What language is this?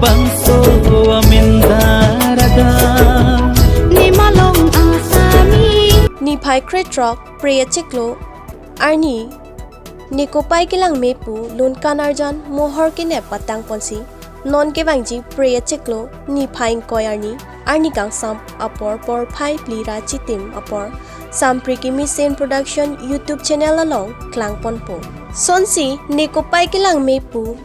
Karbi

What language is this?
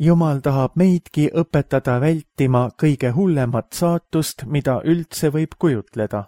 Estonian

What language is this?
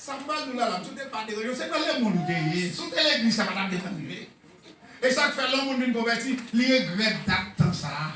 Haitian Creole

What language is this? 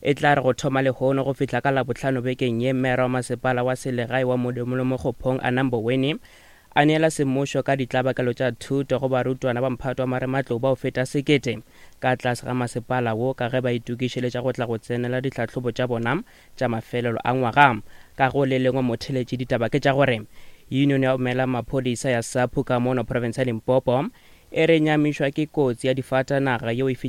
Northern Sotho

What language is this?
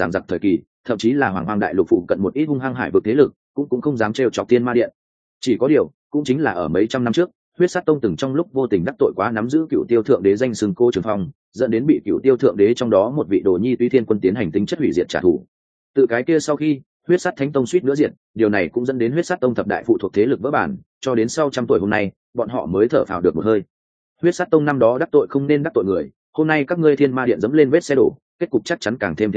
Vietnamese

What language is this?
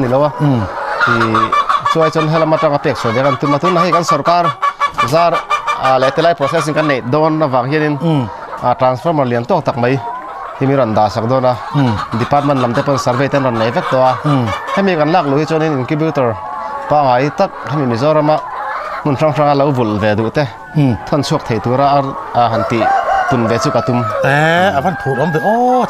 Mizo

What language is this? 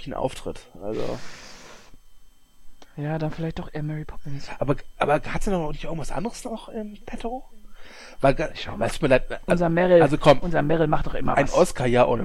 German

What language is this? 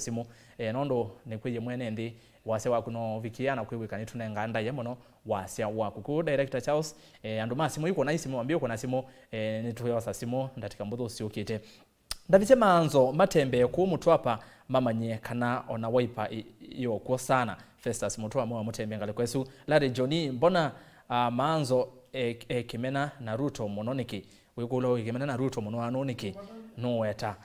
Kamba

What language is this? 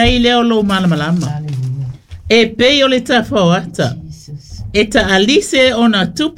Samoan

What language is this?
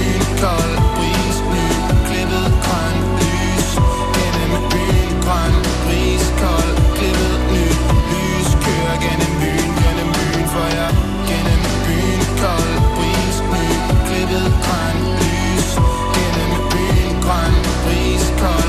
Danish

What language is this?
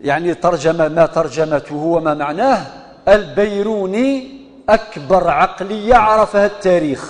Kabyle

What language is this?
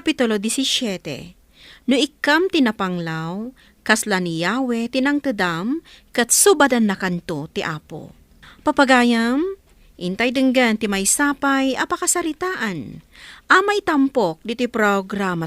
Iloko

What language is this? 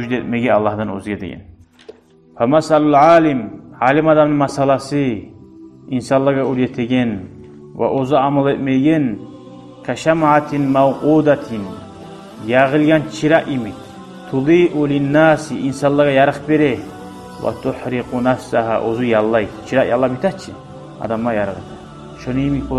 Kumyk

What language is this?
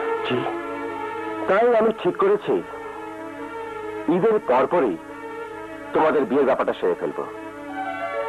Bangla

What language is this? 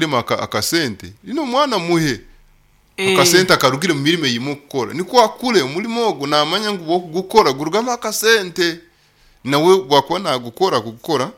Nyoro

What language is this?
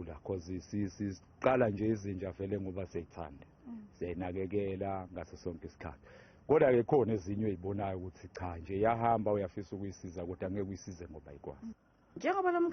Zulu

